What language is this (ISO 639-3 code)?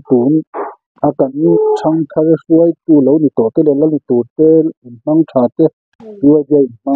lus